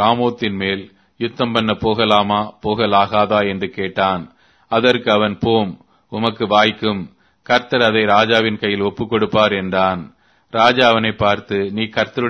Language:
Tamil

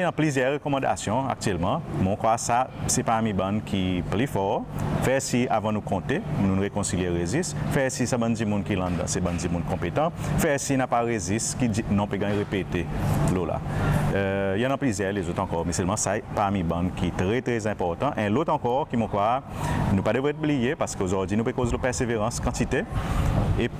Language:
Seselwa Creole French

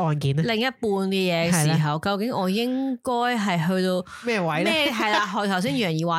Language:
Cantonese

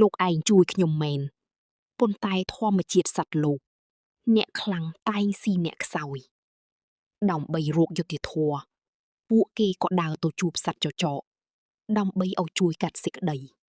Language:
Khmer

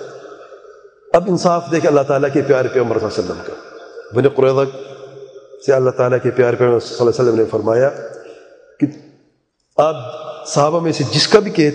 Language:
Urdu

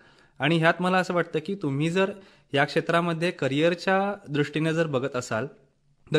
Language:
Marathi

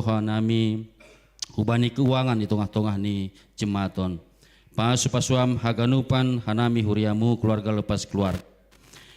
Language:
Batak Simalungun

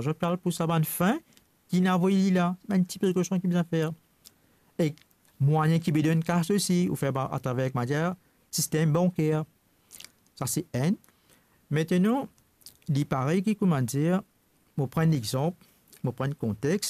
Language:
Morisyen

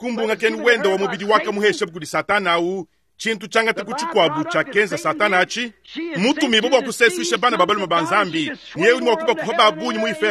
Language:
Luba-Lulua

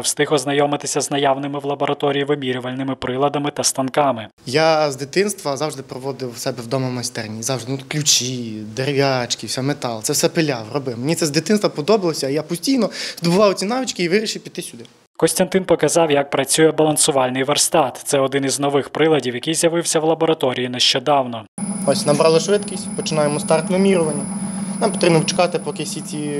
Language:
Ukrainian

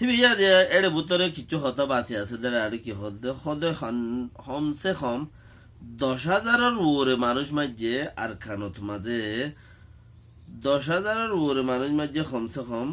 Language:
Rohingya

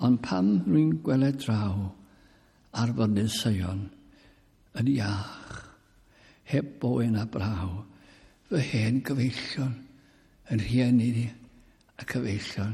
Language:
Welsh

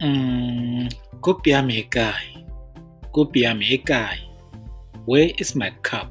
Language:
Tswana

